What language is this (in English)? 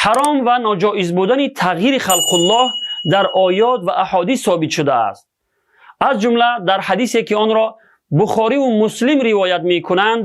Tajik